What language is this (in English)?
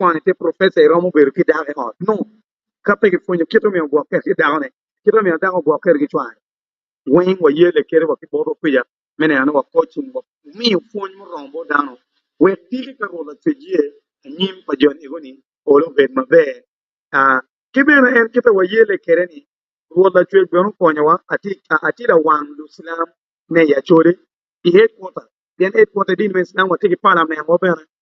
Acoli